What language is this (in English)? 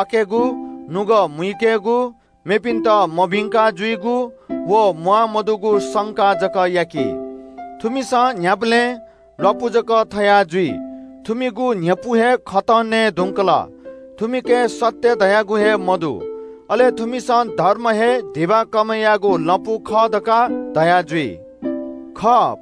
Newari